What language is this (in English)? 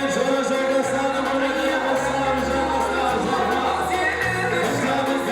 Kara-Kalpak